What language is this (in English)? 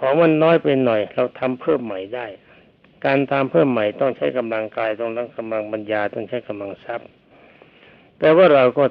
Thai